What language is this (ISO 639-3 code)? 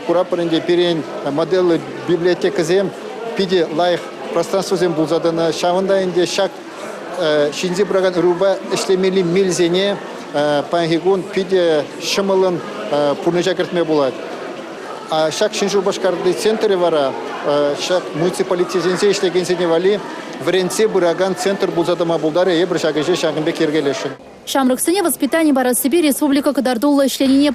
chv